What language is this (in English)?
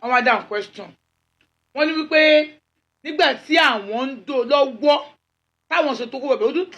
Yoruba